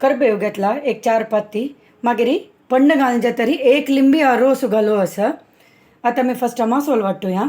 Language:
Konkani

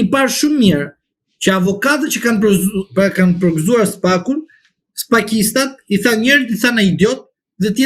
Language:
Albanian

